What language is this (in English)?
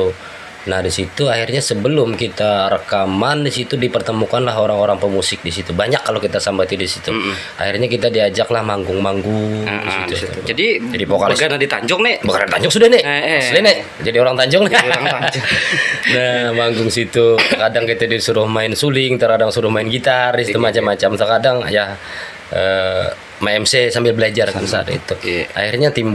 Banjar